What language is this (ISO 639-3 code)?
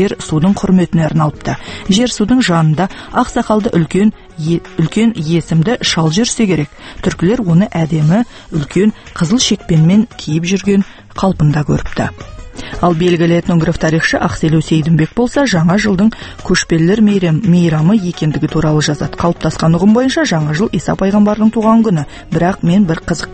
kaz